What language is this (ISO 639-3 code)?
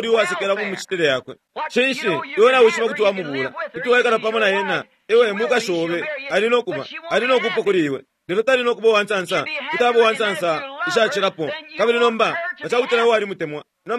bem